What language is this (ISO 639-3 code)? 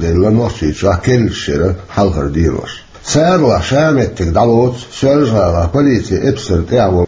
che